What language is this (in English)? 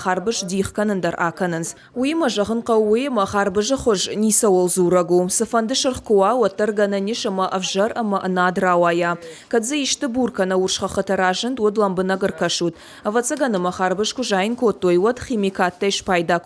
Ossetic